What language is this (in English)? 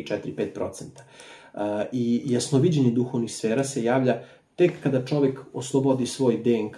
Serbian